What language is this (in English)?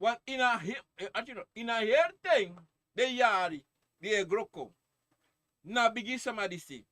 Sranan Tongo